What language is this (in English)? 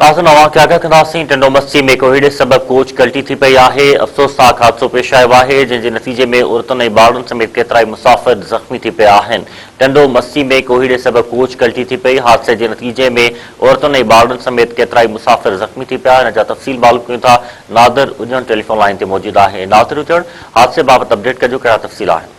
Sindhi